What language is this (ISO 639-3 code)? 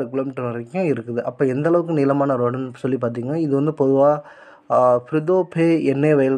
tam